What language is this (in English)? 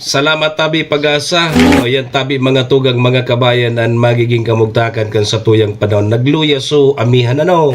Bikol